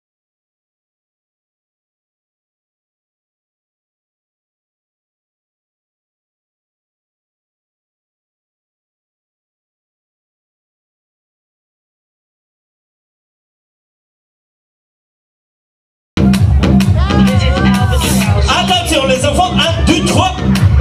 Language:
Bulgarian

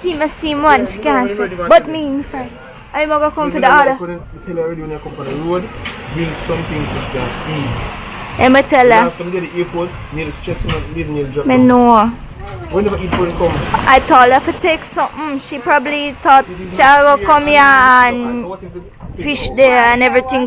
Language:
Jamaican Creole English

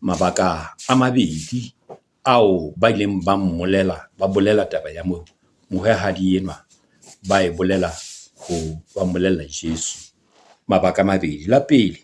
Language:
Southern Sotho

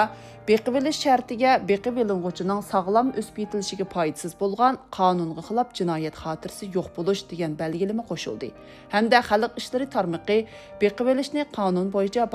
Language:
Uyghur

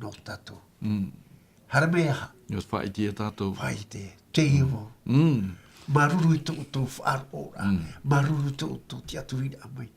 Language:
Tahitian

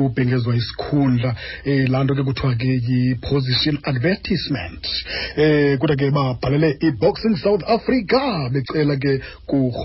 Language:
Xhosa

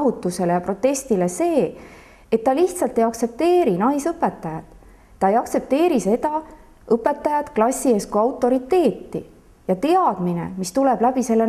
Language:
Estonian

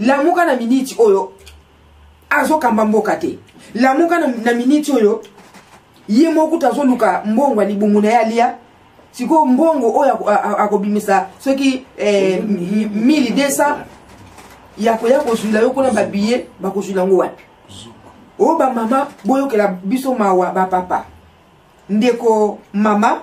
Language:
Lingala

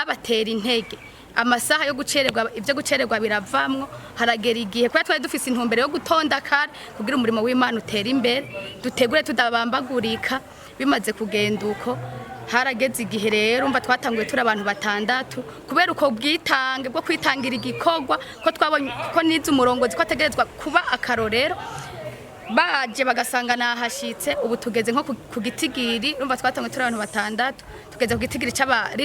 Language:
Rundi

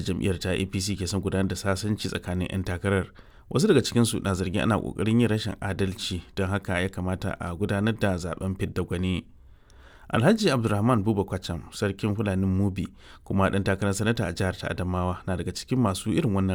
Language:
Hausa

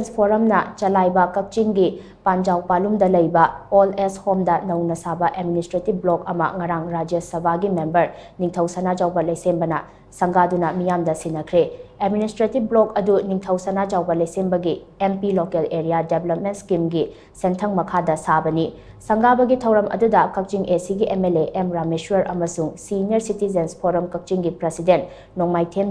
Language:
Manipuri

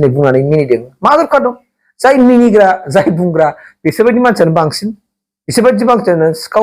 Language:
Bodo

